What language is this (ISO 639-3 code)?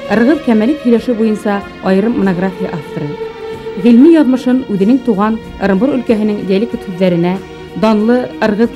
bak